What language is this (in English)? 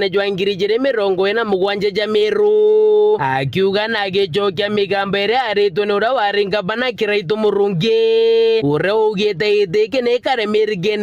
Meru